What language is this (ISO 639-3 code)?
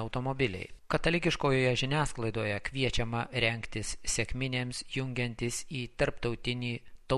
lit